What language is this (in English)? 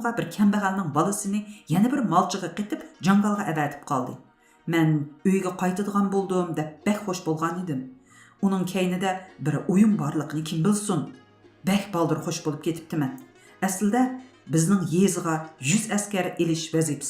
Uyghur